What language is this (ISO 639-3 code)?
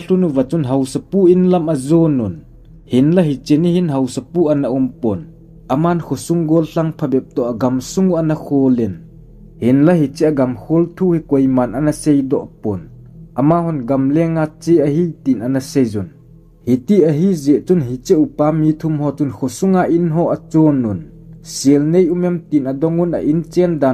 tcz